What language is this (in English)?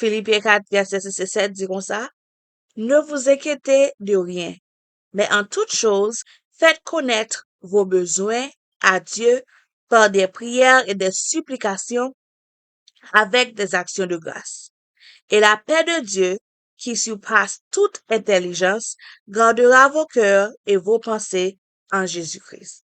Haitian Creole